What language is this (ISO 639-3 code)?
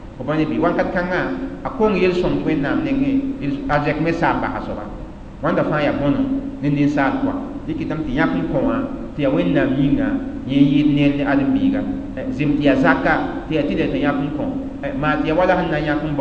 mos